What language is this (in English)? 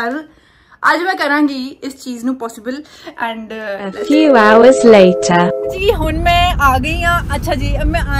Punjabi